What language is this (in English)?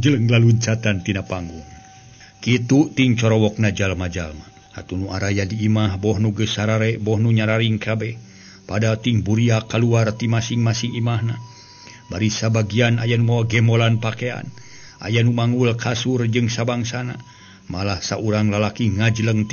Sundanese